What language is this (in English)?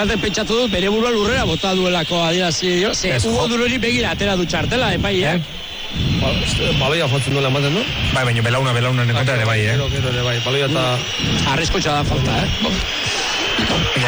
Basque